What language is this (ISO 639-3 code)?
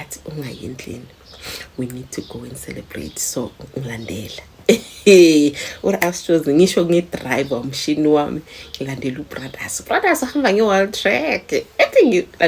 zul